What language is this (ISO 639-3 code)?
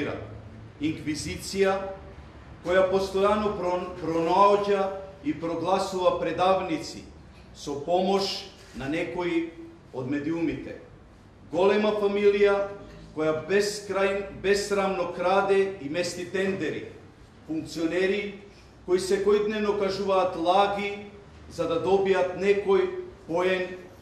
mkd